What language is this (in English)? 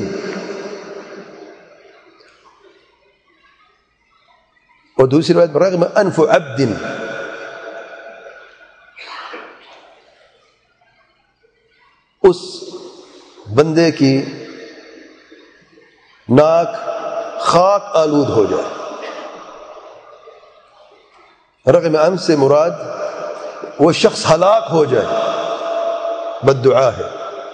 Urdu